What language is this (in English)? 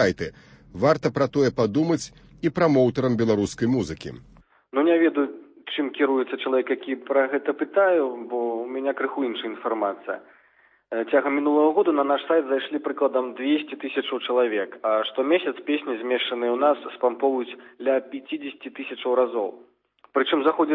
Belarusian